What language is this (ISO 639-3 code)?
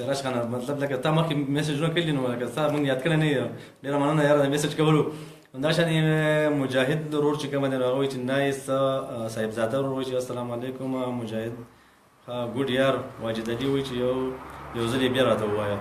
pus